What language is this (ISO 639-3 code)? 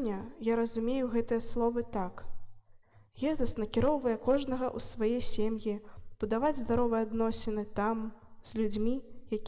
bel